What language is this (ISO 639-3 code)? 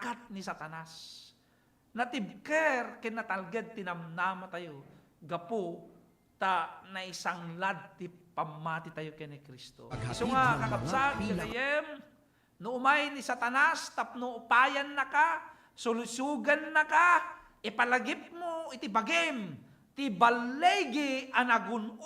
ilo